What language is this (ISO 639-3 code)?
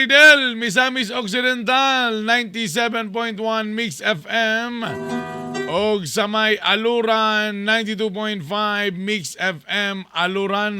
ceb